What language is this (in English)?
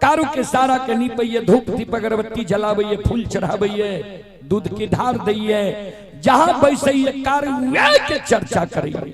Maithili